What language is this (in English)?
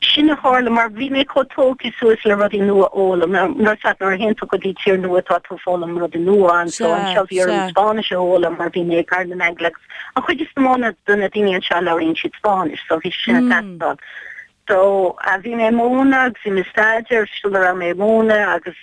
Irish